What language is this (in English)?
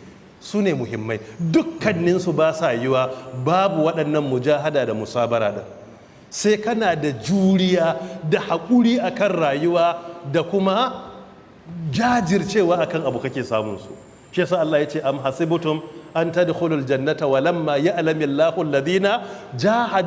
Hausa